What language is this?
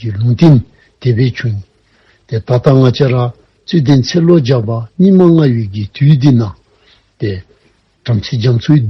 Dzongkha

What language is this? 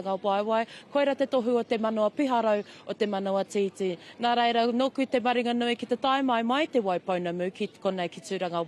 Māori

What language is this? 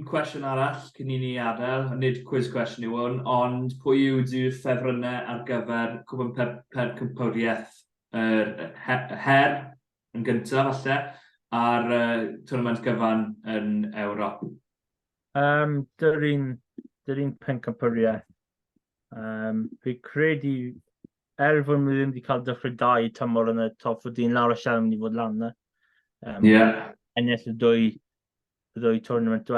Welsh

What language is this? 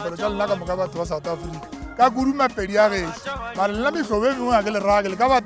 Northern Sotho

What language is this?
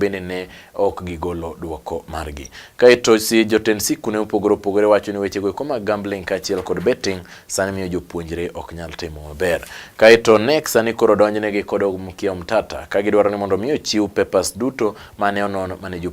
Luo (Kenya and Tanzania)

